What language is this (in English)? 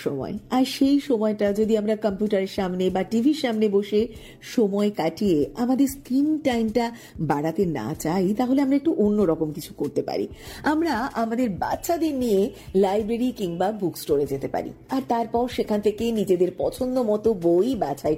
Bangla